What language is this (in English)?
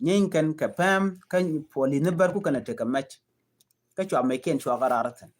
Nuer